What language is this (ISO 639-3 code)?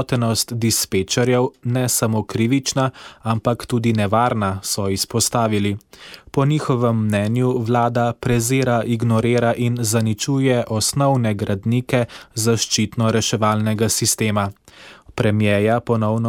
slv